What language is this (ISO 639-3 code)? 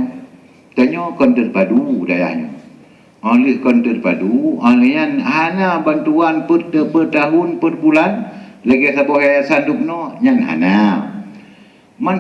ace